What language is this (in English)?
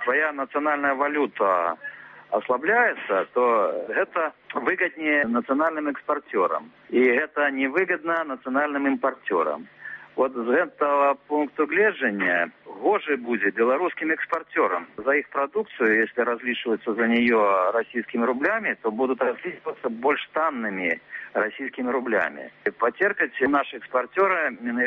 Belarusian